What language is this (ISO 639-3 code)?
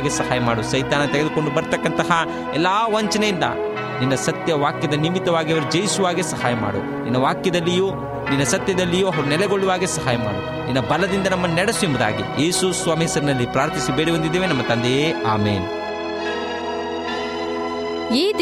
kan